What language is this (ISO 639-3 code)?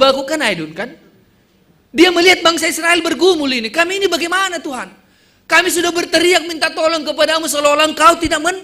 bts